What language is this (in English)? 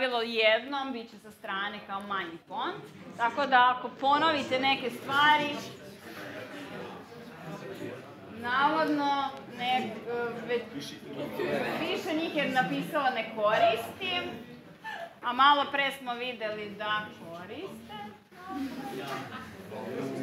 Serbian